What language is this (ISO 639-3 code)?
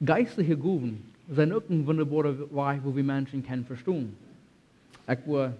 pdt